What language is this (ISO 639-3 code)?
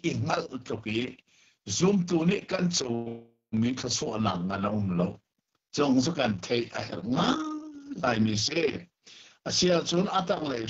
cnh